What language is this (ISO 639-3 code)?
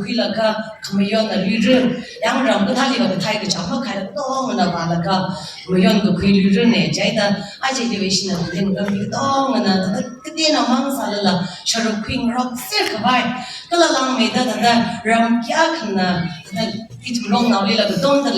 nmf